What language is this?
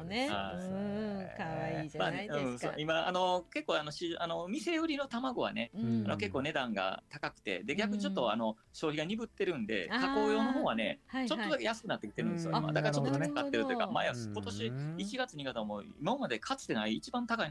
Japanese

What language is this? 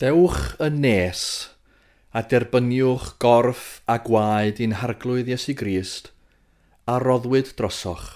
Welsh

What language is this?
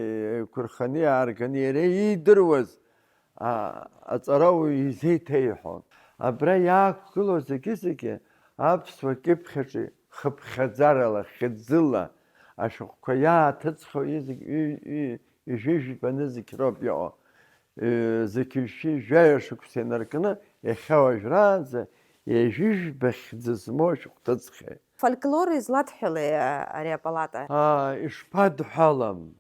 Abkhazian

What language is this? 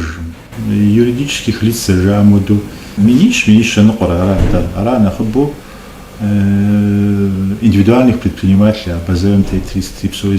Kabardian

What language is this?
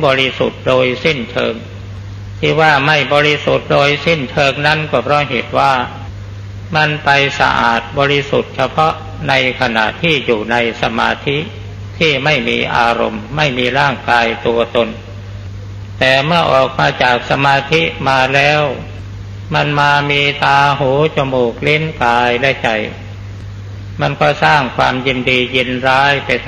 Thai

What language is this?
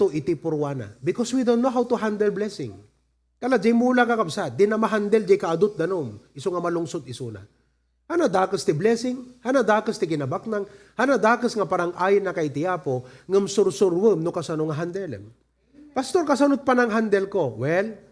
Iloko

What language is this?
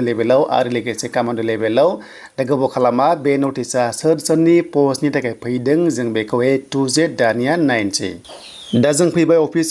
Bodo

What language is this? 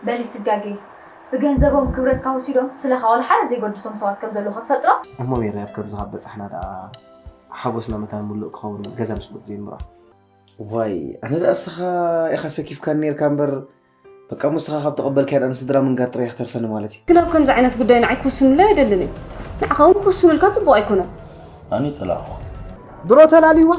Tigrinya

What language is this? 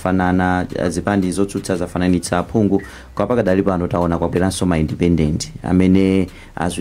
Nyanja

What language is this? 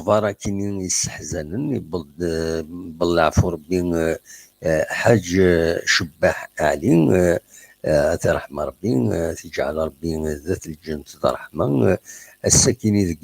Kabyle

